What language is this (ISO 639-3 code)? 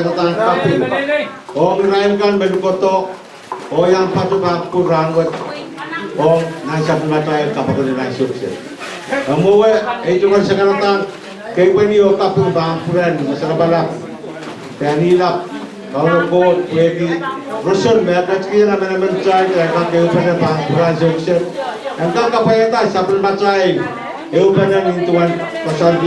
pon